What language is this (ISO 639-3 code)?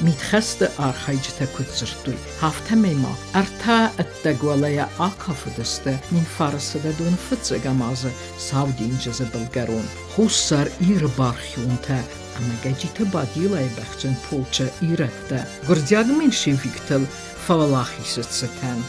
oss